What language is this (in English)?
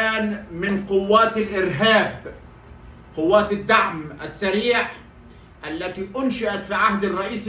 Egyptian Arabic